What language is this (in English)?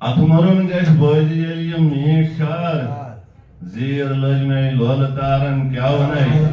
Kashmiri